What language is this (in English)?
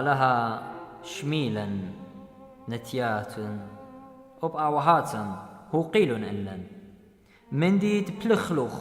Assyrian Neo-Aramaic